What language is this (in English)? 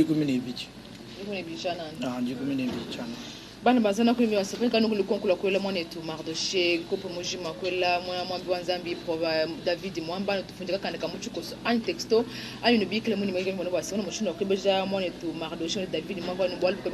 Luba-Lulua